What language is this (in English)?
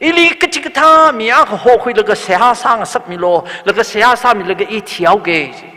Tangkhul Naga (India)